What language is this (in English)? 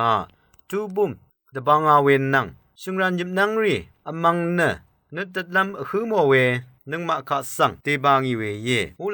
Rawang